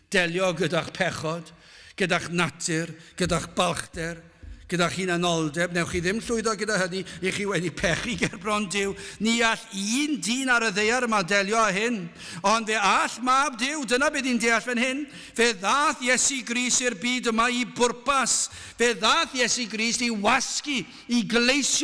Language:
Welsh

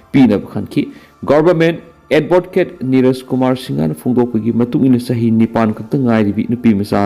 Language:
Manipuri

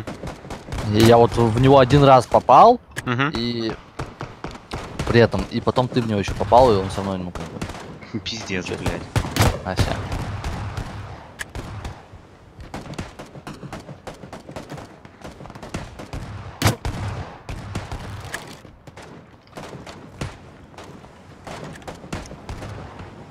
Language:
Russian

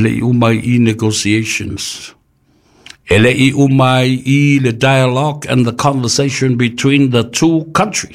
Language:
Samoan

